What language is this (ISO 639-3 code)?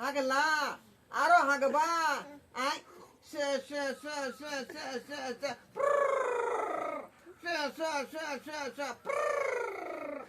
mai